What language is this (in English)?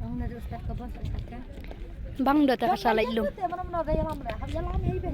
Khasi